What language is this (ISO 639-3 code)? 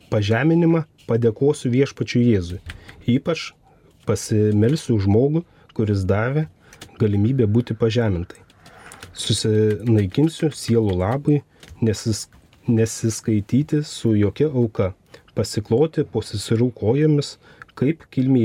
lit